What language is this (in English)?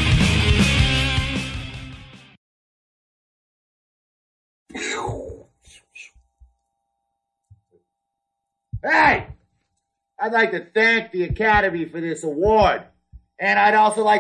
English